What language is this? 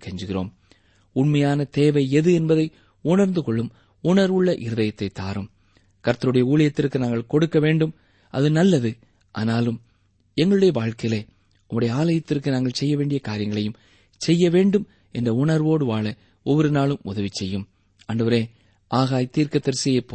Tamil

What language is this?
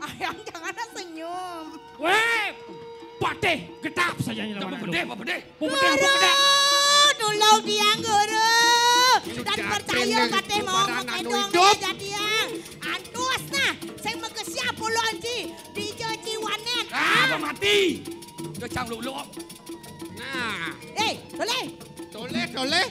Balinese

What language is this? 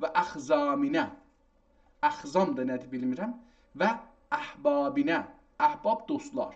South Azerbaijani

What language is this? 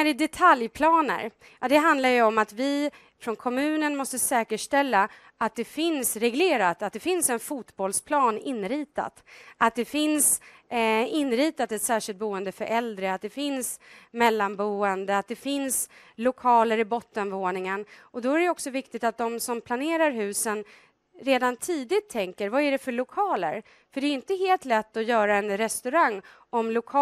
Swedish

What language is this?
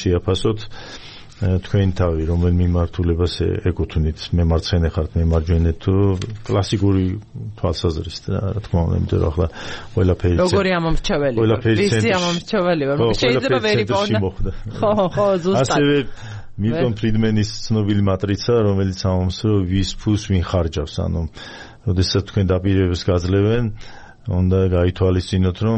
Georgian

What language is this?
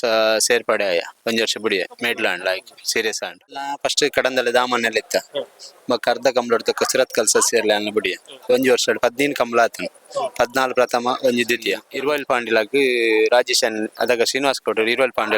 Tulu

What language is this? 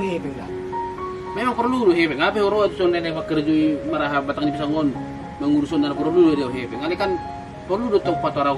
Batak Toba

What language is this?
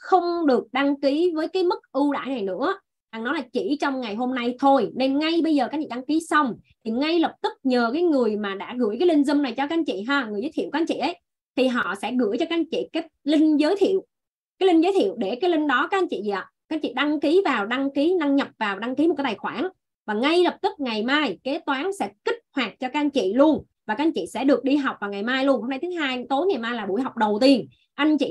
Vietnamese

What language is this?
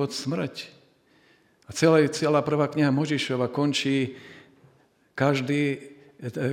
Slovak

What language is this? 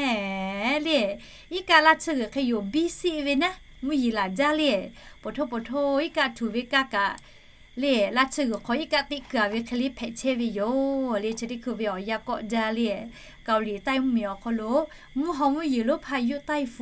Lahu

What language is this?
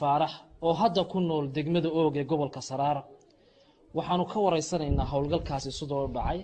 Somali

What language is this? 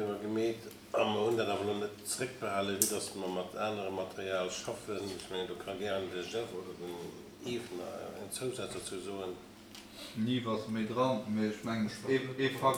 Luxembourgish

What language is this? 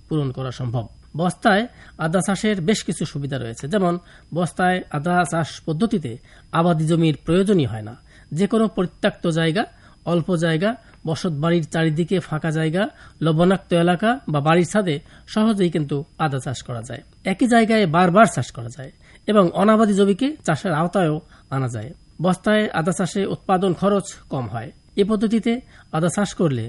Bangla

